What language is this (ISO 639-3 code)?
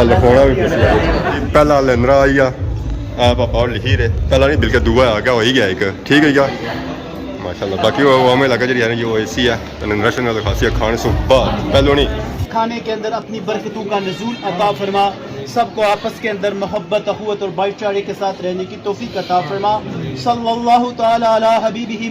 phr